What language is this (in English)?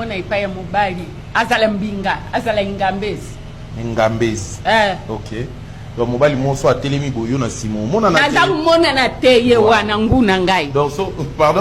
Lingala